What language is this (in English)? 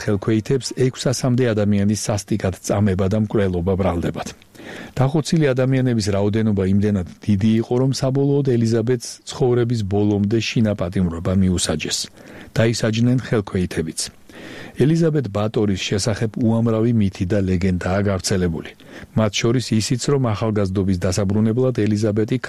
Georgian